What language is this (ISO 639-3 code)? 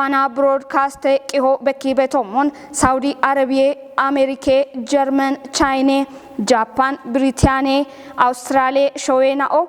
kbr